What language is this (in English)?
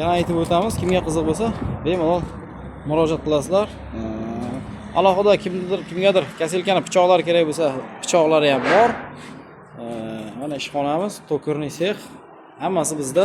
Uzbek